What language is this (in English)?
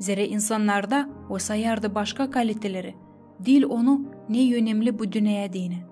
Gagauz